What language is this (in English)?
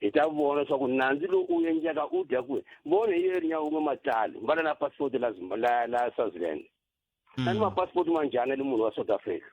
Tsonga